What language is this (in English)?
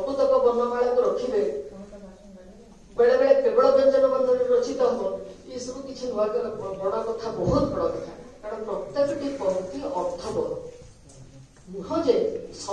Odia